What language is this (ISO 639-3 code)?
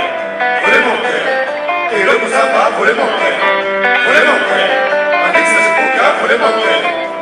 lin